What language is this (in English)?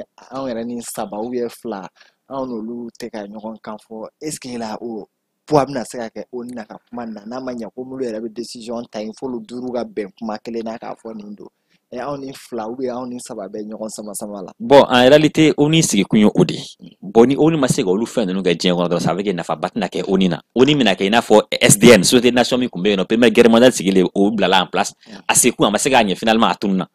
Bambara